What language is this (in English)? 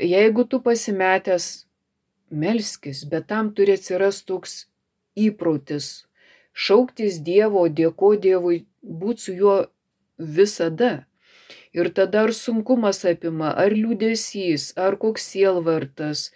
Lithuanian